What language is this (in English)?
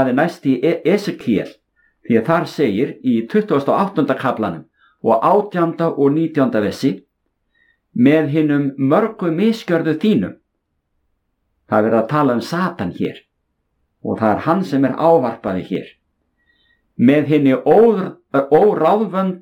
Icelandic